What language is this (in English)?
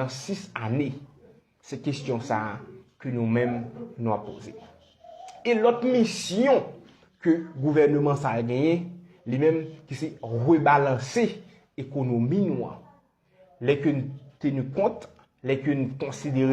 Haitian Creole